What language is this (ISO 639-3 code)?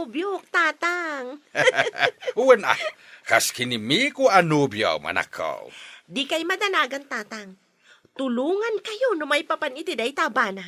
ilo